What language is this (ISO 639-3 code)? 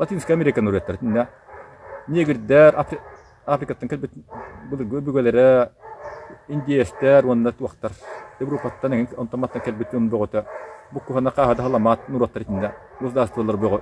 sah